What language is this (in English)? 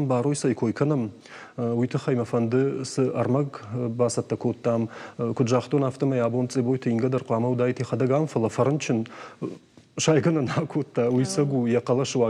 Ossetic